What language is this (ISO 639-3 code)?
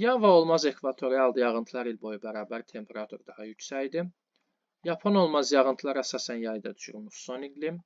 aze